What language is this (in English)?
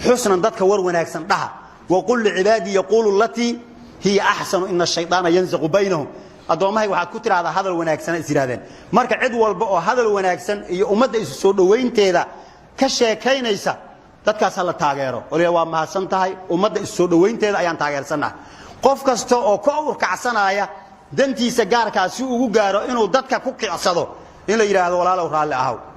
Somali